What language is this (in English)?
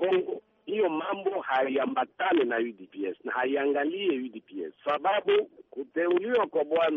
Swahili